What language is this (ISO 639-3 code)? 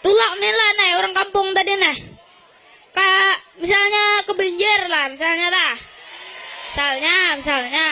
bjn